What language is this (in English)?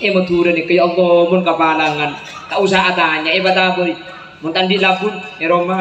Madurese